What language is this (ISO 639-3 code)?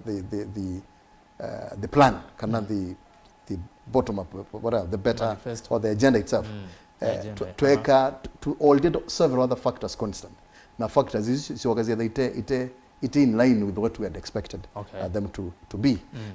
kam